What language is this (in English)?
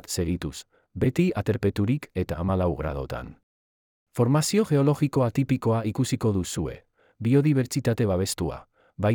Basque